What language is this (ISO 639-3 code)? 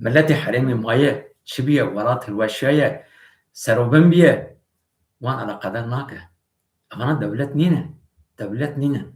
kur